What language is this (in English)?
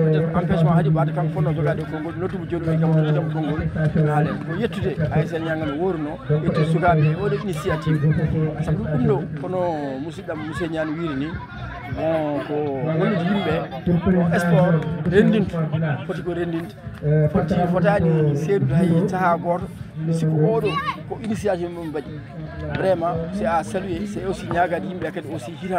Fula